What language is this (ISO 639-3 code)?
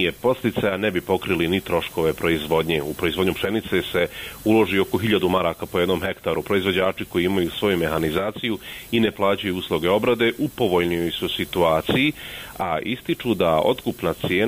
bos